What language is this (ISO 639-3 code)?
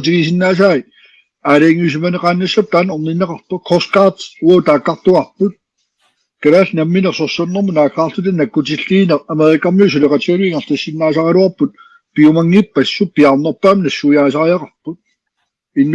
kal